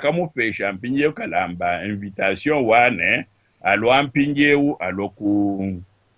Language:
Luba-Lulua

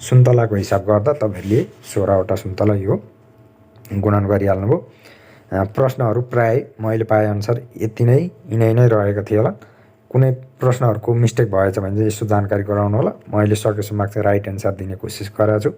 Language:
Nepali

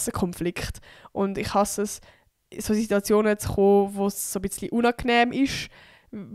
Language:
Swiss German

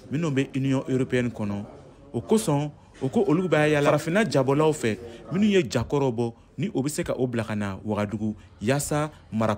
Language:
Bambara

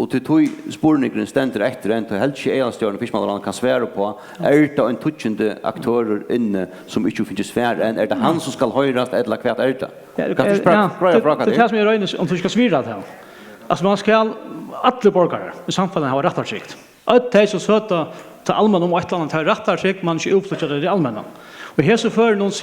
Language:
Faroese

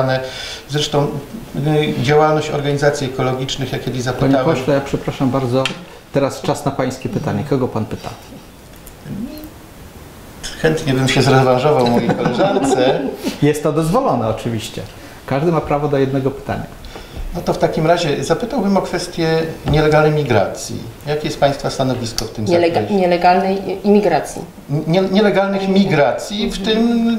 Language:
Polish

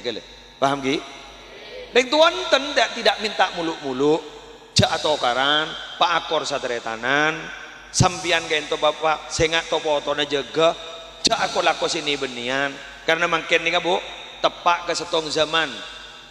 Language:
Madurese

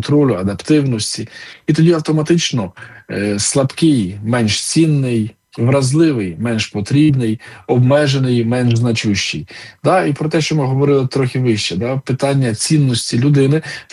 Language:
Ukrainian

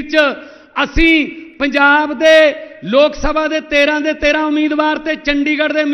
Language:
Punjabi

